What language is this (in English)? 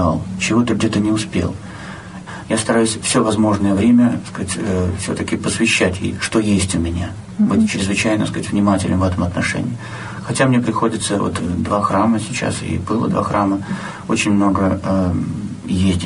Russian